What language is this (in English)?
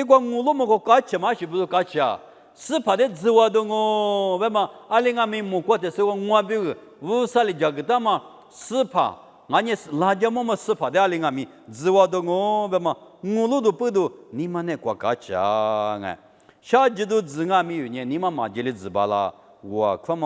Lisu